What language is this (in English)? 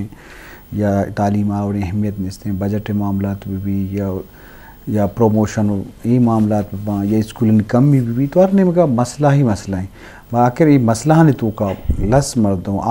Eastern Balochi